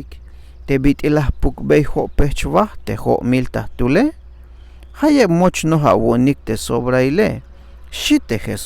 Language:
Tzeltal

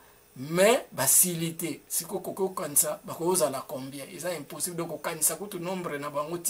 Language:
Lingala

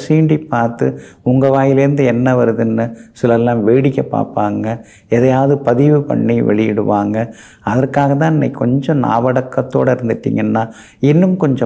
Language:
Tamil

